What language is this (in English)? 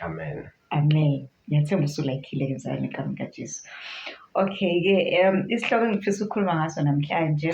Zulu